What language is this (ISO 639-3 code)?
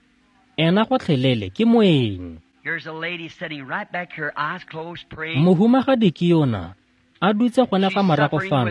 tsn